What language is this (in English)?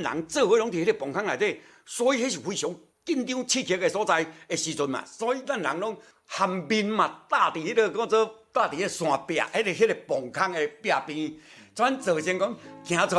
Min Nan Chinese